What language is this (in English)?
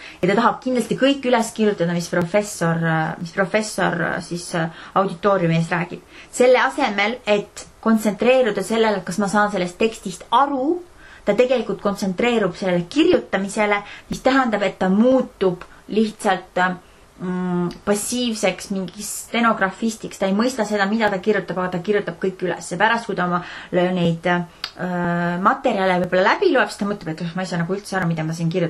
Estonian